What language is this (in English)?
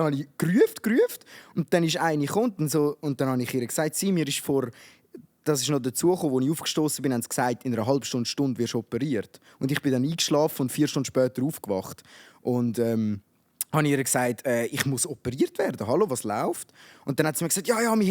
Swiss German